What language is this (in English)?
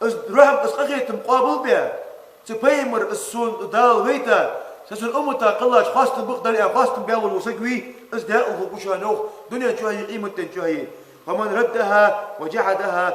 Ingush